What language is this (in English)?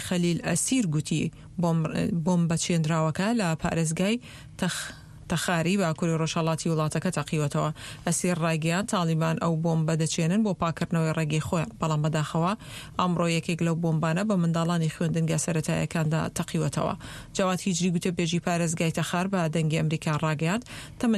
Central Kurdish